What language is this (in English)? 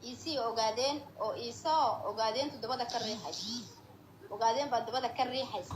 Somali